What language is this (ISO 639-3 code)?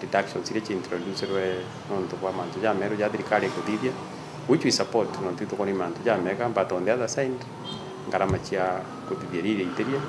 mer